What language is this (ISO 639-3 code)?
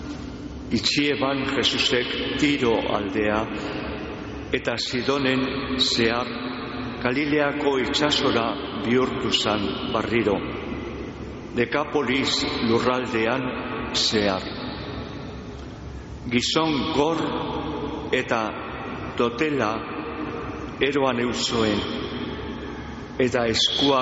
eus